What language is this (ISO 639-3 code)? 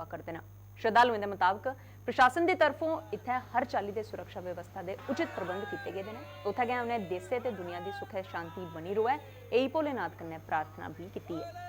doi